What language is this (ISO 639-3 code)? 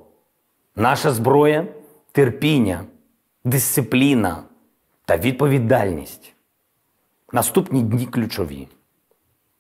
ukr